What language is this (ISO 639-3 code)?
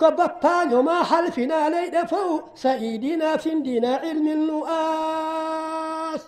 ful